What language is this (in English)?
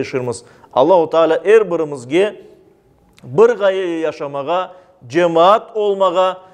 Crimean Tatar